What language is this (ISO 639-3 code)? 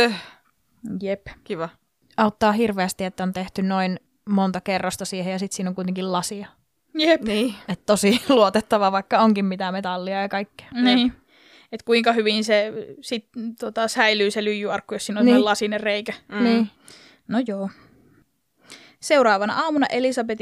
fin